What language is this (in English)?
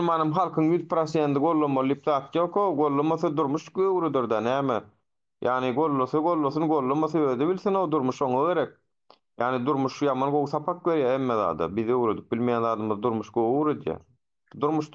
Turkmen